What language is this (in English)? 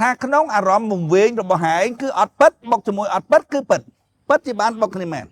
Khmer